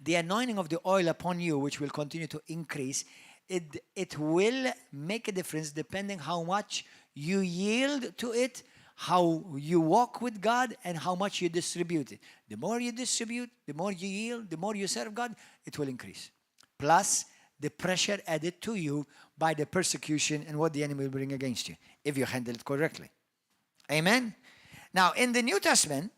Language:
English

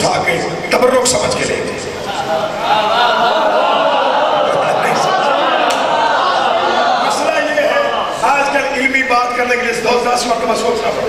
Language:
Urdu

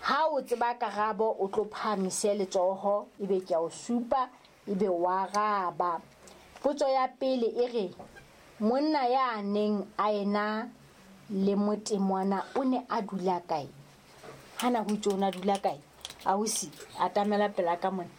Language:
Southern Sotho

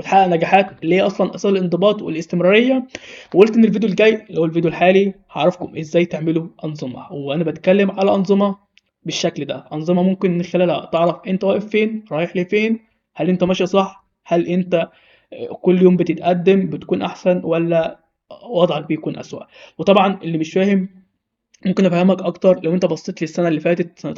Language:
Egyptian Arabic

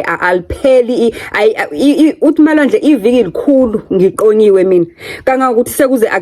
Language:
Zulu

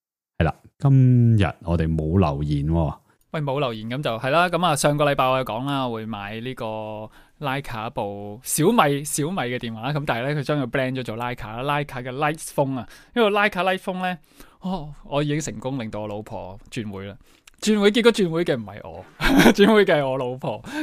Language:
Cantonese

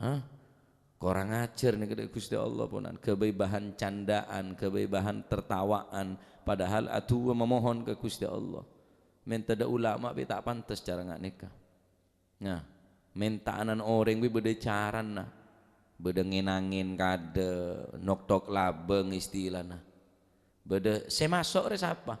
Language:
Madurese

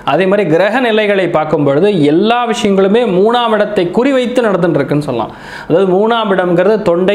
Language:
Tamil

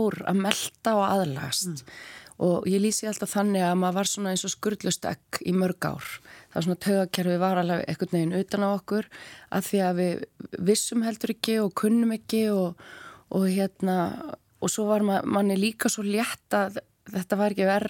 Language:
Icelandic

